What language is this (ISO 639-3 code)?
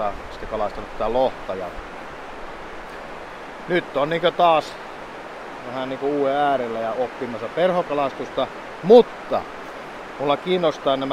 fin